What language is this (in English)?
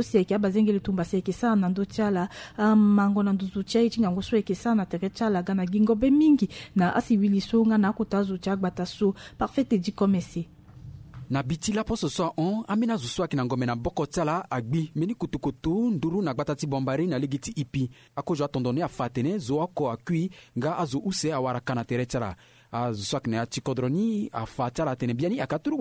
Sango